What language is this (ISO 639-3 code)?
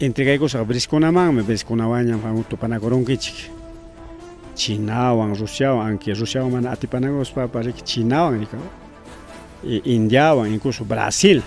quy